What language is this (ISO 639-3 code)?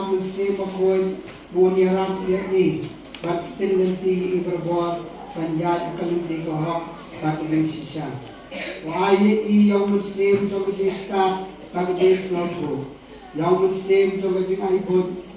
kha